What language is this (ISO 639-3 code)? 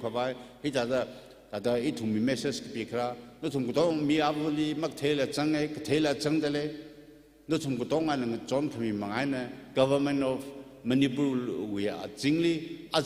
nmf